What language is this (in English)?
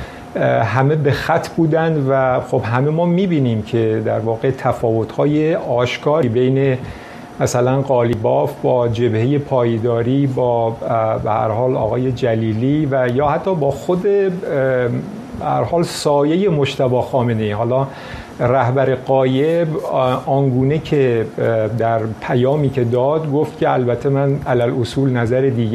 Persian